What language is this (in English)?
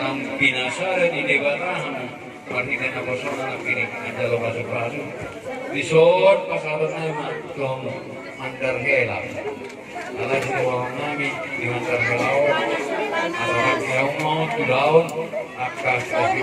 Batak Toba